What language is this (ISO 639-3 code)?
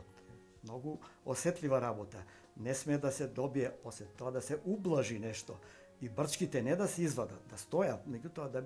mkd